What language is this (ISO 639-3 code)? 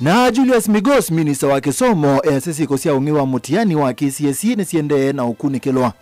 kam